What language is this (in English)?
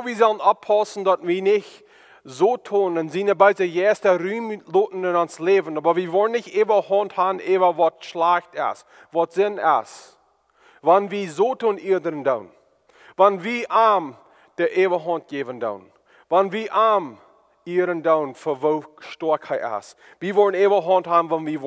Plautdietsch